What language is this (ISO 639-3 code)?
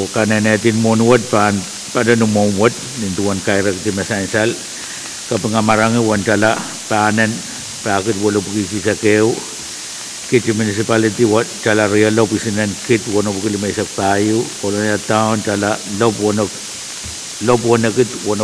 pon